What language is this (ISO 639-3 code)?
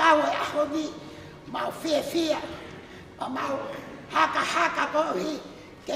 ton